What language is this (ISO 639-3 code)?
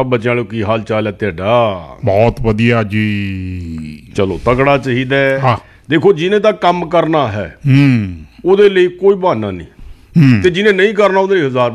pan